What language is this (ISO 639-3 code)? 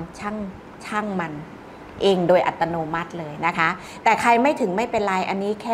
tha